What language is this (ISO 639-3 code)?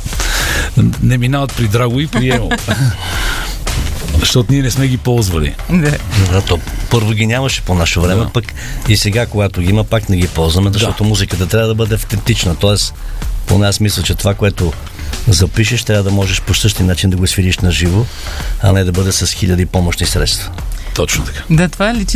bul